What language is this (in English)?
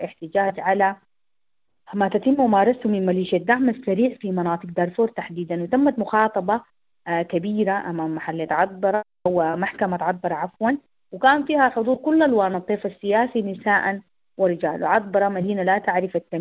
Sudanese Arabic